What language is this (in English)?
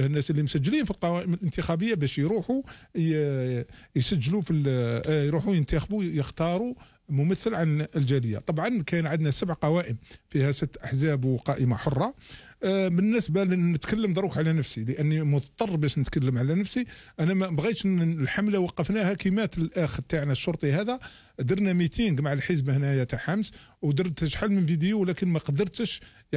Algerian Arabic